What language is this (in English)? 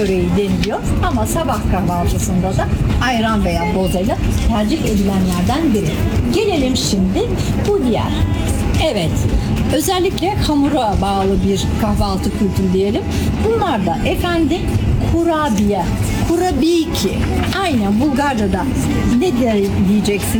Turkish